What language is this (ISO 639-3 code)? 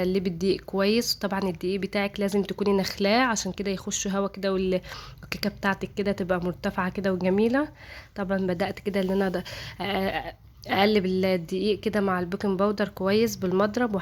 arz